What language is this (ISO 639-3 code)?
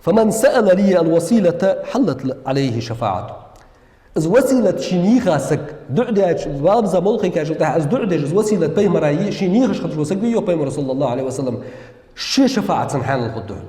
inh